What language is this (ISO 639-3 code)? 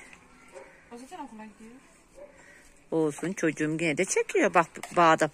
tur